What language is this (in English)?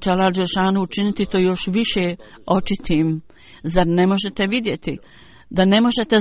Bosnian